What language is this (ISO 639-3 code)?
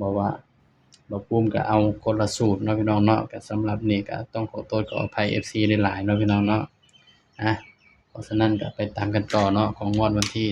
tts